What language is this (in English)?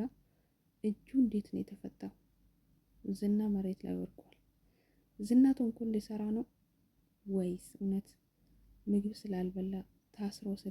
Amharic